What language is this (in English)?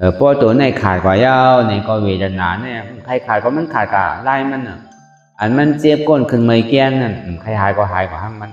Shan